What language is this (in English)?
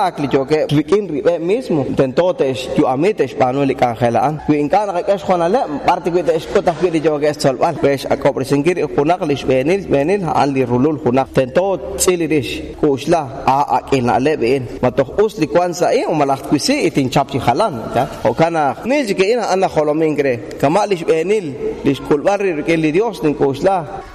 Kekchí